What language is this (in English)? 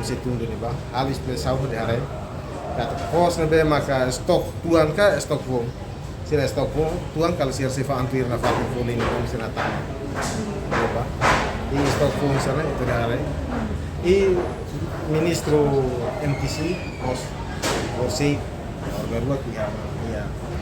Tetum